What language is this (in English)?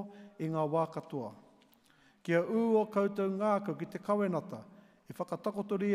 Māori